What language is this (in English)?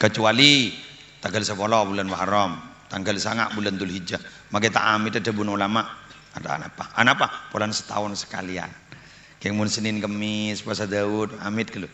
Madurese